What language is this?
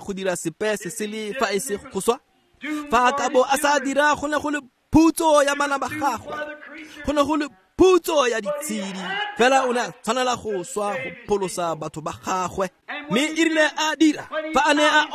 Tswana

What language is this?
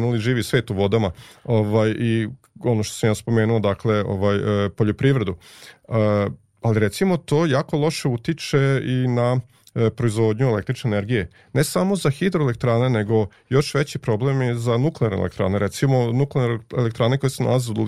Serbian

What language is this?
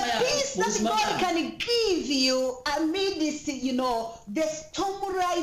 Kinyarwanda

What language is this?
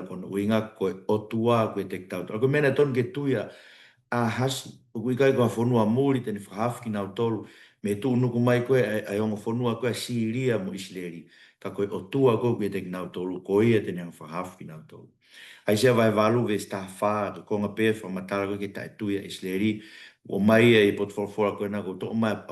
Tongan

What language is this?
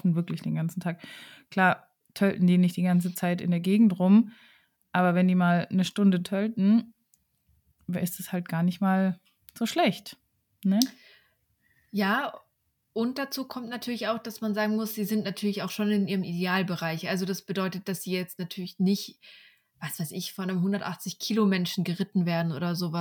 German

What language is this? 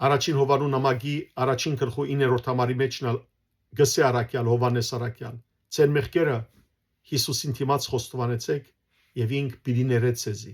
Western Armenian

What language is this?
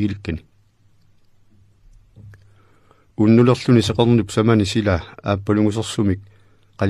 Kalaallisut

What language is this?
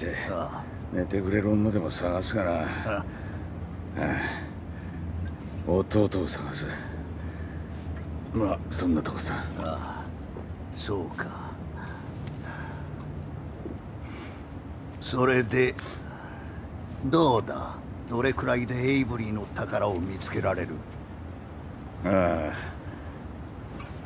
Japanese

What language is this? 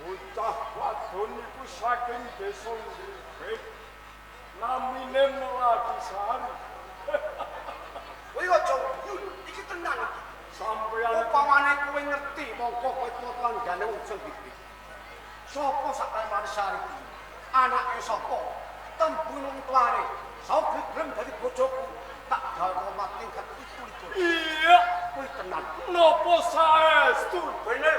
Javanese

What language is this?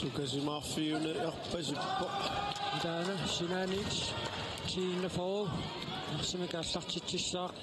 Kalaallisut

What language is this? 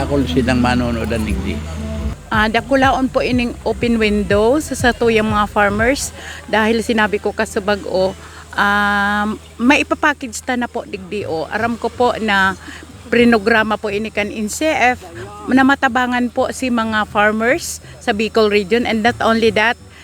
Bikol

